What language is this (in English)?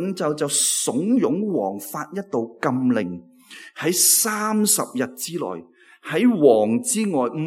Cantonese